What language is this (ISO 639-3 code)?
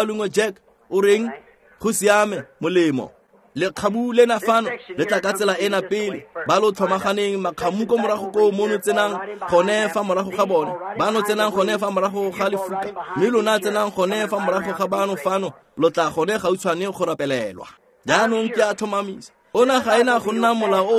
tsn